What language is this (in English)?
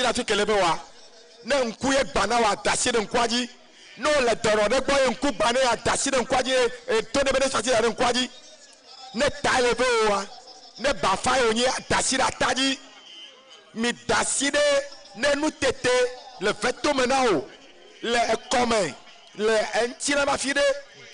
Ewe